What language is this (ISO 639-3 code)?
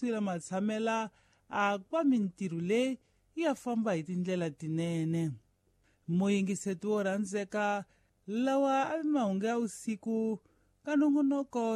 tso